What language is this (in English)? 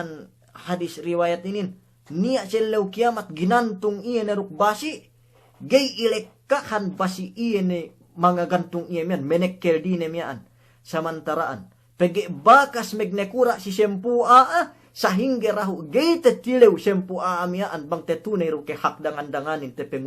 Yakan